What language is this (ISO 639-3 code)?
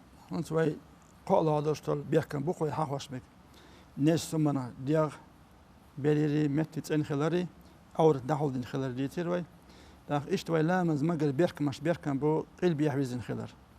che